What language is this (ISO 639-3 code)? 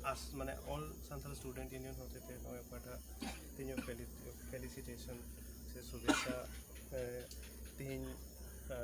sat